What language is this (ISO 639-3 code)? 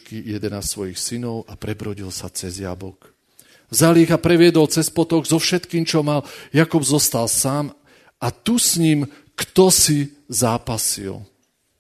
slk